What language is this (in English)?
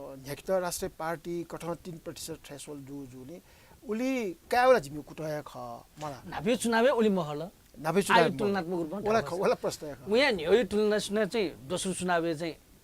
Newari